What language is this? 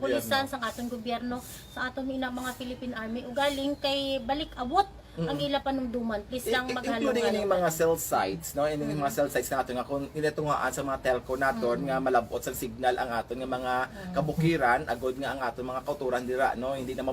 Hiligaynon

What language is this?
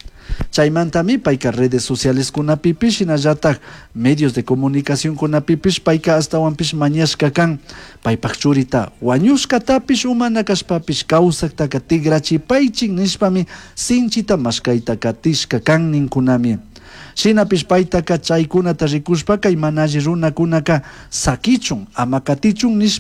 Chimborazo Highland Quichua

